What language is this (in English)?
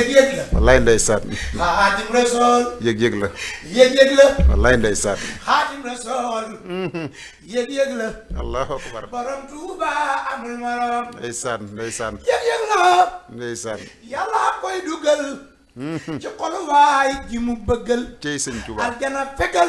Wolof